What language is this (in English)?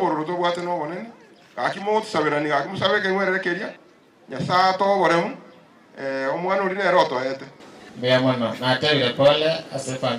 Gusii